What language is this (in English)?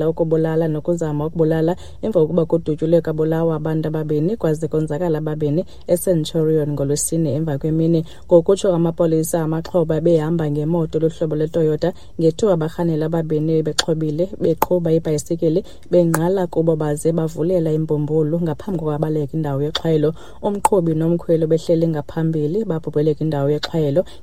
Xhosa